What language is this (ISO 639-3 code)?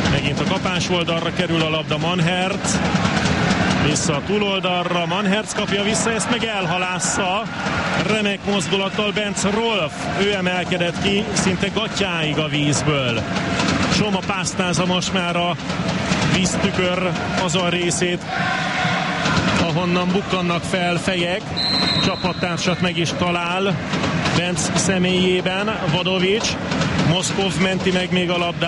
hun